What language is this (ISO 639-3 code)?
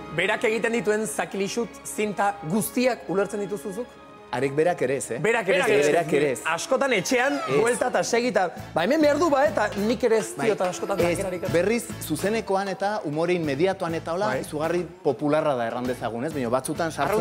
eus